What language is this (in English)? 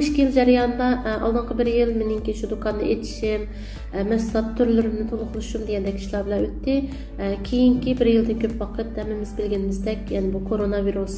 Uyghur